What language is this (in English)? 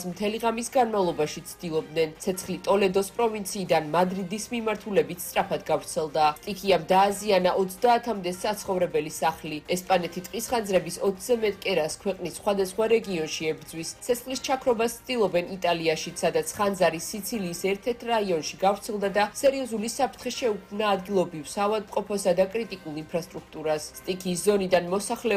Georgian